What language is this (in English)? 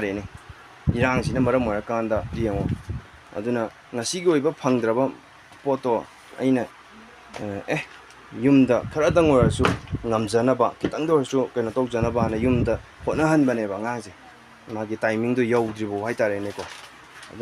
Manipuri